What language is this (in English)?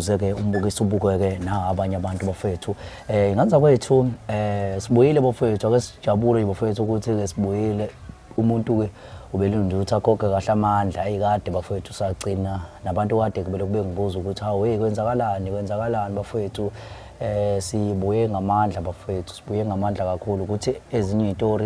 Zulu